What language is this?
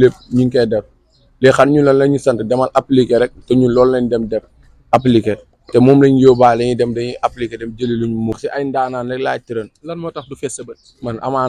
Wolof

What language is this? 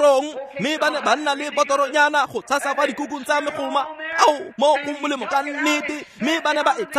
Tswana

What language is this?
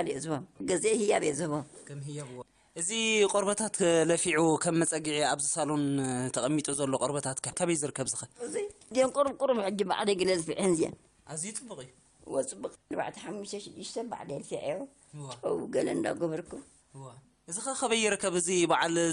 Tigrinya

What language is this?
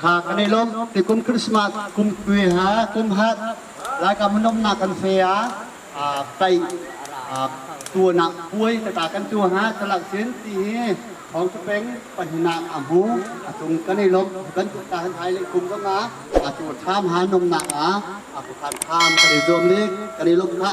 Hakha Chin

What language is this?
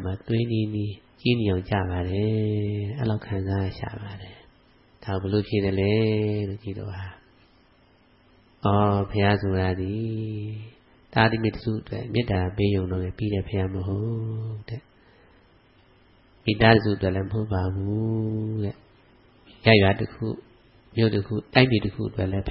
Burmese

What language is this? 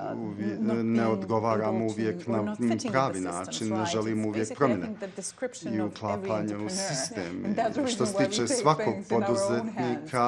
Bosnian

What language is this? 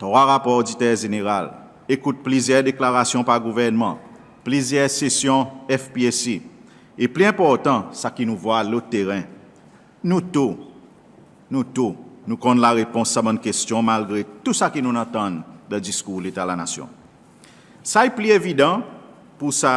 Seselwa Creole French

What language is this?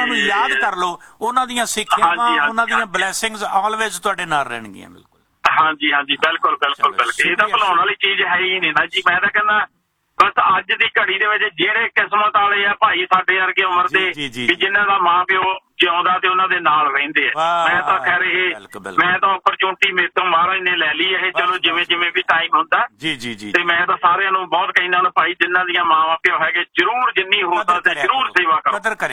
Punjabi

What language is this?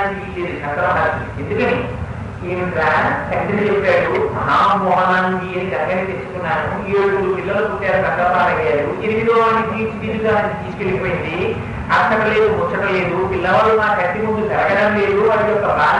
Telugu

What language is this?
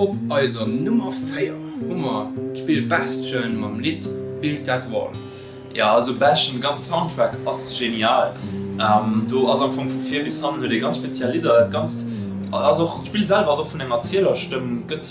Luxembourgish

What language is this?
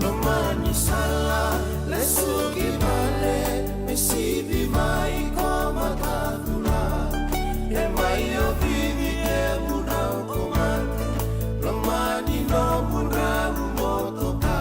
Fijian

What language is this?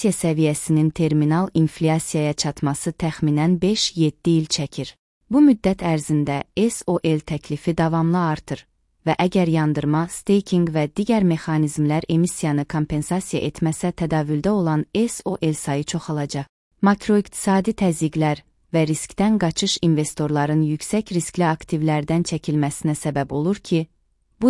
Azerbaijani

